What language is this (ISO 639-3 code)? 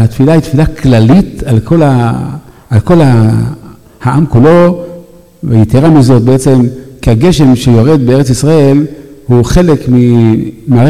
heb